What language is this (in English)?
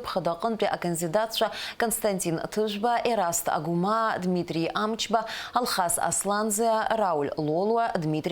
Abkhazian